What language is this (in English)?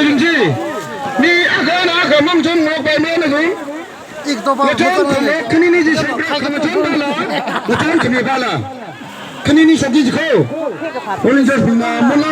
Tangkhul Naga (India)